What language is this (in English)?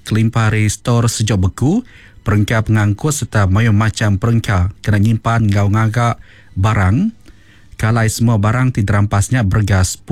Iban